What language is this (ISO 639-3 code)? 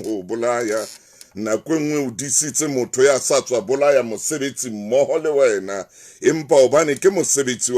sot